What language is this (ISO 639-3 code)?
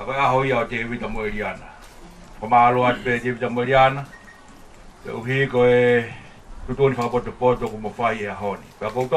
ton